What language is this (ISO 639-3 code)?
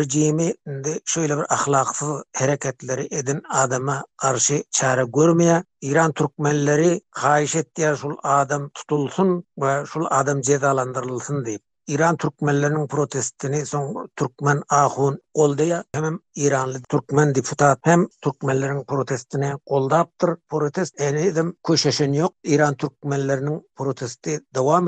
tuk